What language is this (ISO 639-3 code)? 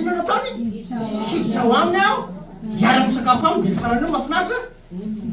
mlg